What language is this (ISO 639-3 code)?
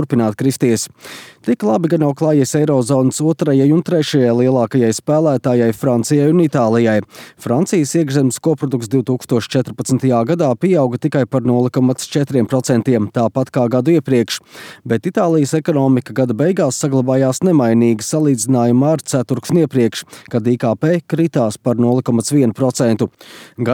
lav